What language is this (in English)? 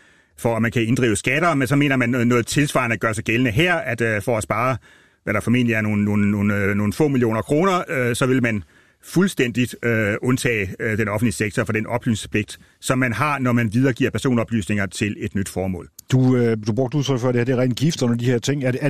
Danish